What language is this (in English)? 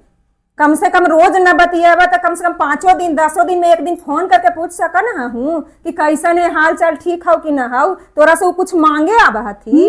Magahi